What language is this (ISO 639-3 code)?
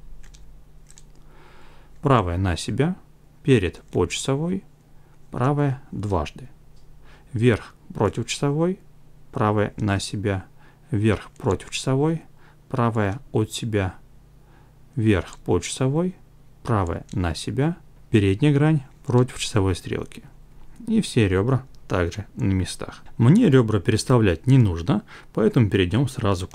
rus